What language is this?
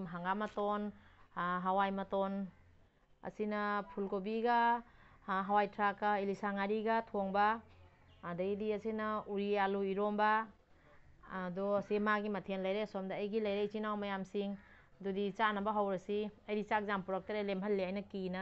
Manipuri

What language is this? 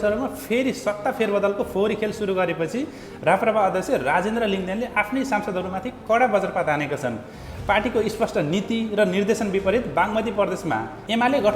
Nepali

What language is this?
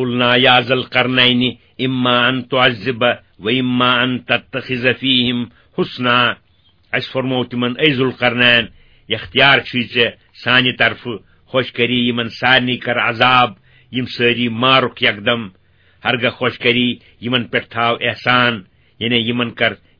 Kashmiri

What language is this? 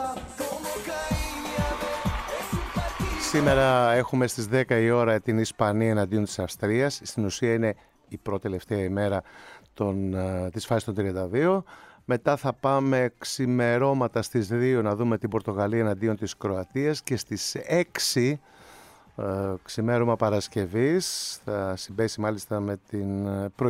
Greek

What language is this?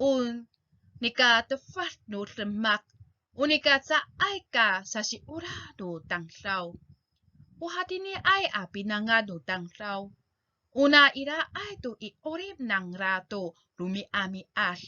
Amis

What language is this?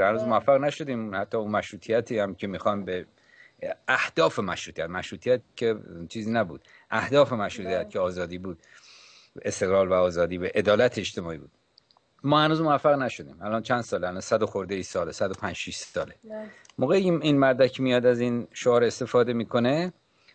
Persian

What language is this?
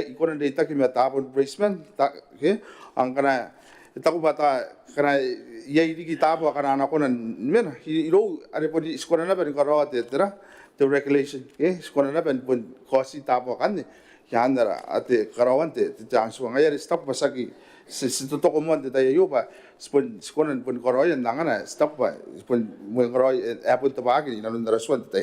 Gilbertese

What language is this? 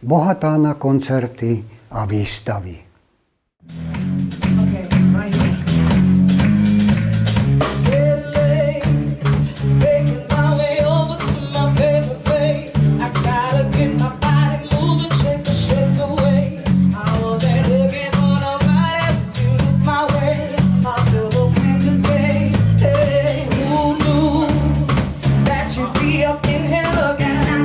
Slovak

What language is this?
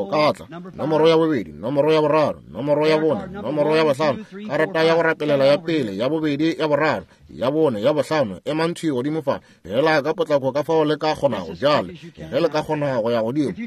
Northern Sotho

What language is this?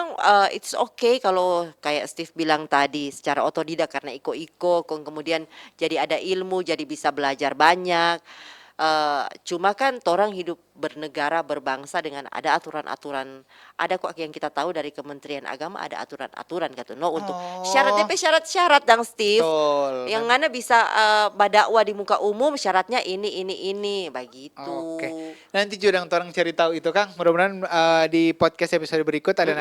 Manado Malay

